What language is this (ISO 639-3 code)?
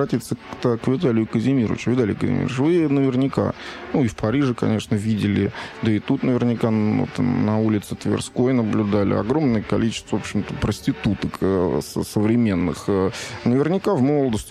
rus